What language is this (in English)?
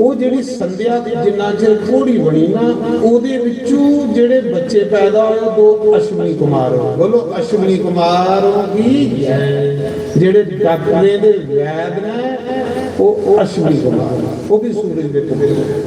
Dogri